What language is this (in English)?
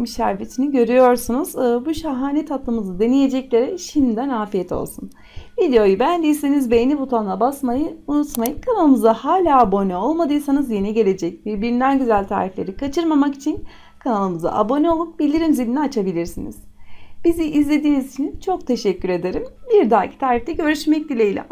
Turkish